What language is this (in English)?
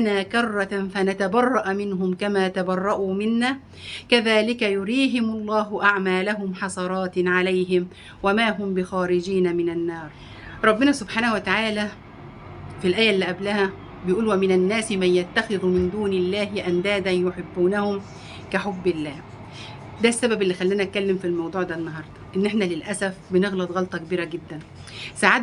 Egyptian Arabic